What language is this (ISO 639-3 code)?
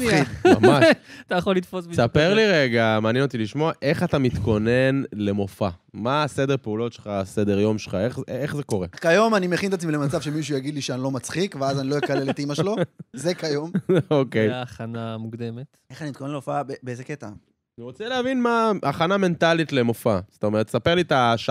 heb